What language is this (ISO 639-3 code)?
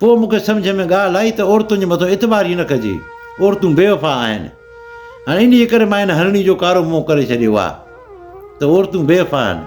snd